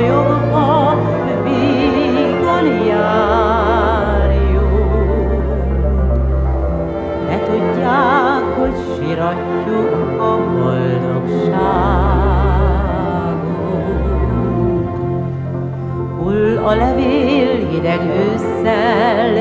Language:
Hungarian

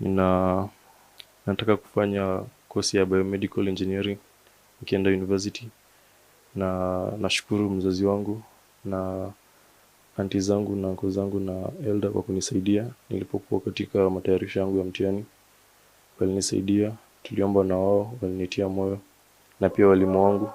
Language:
Gusii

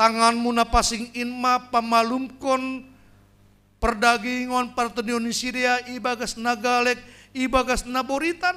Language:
Batak Simalungun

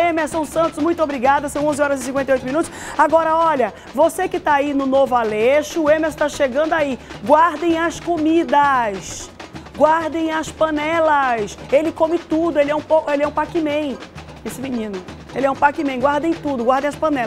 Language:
Portuguese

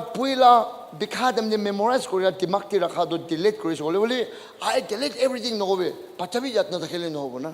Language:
Naga Pidgin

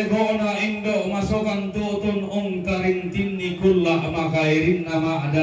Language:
Toraja-Sa'dan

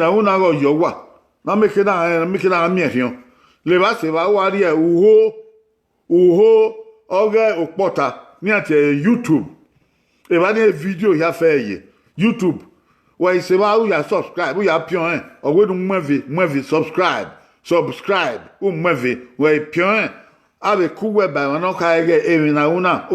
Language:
Bini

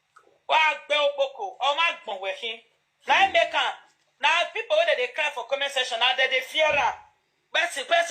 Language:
Nigerian Pidgin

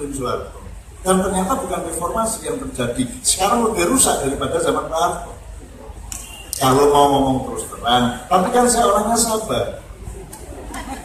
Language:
Indonesian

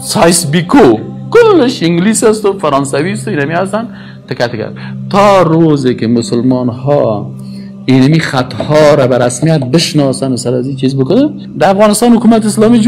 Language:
Tajik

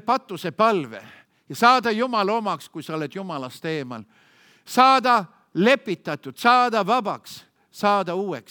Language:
Estonian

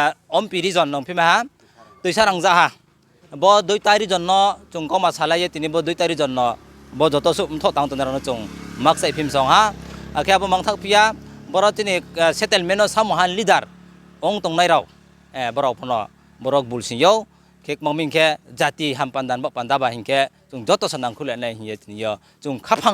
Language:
Riang (India)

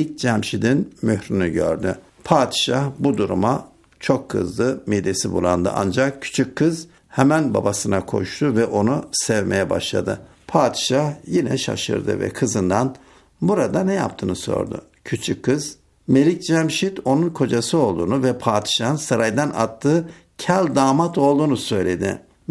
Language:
Turkish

